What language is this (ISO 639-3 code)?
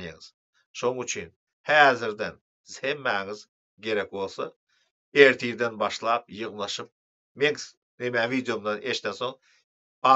tuk